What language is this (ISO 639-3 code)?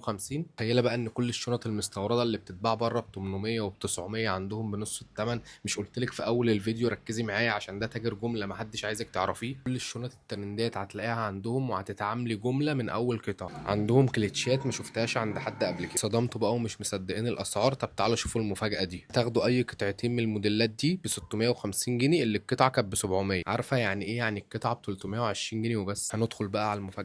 arz